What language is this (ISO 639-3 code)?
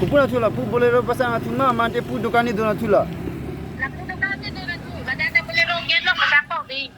mjw